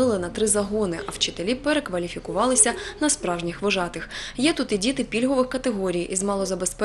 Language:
Ukrainian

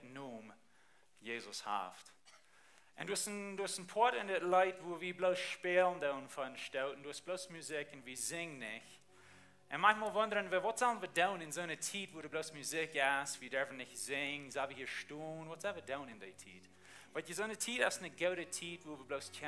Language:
Plautdietsch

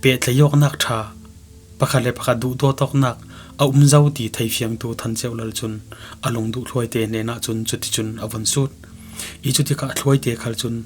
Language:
Falam Chin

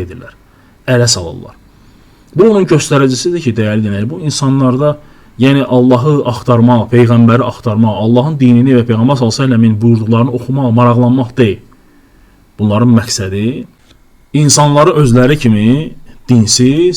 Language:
Azerbaijani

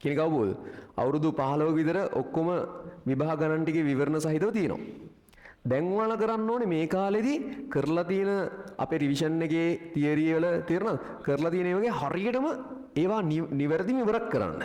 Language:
Sinhala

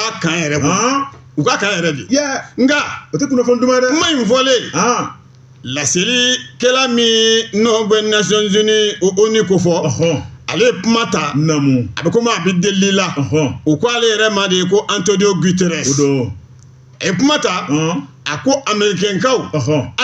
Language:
Bambara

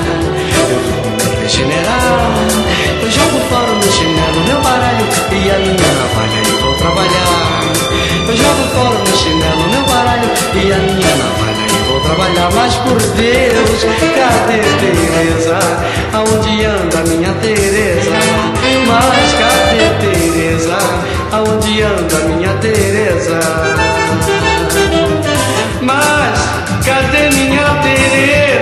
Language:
Portuguese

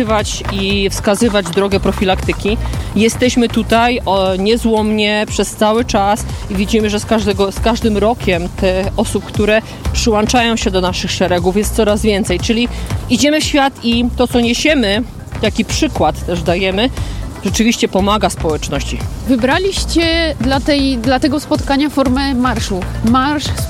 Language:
Polish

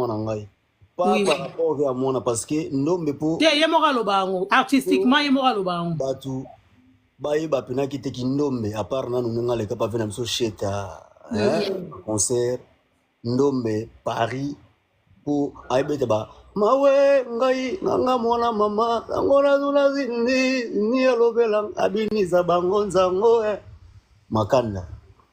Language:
Lingala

